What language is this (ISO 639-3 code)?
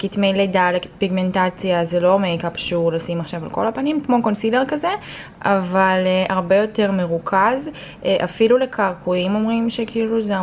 heb